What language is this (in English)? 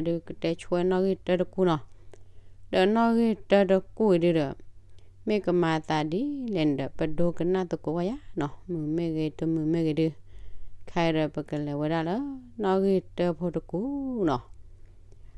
S'gaw Karen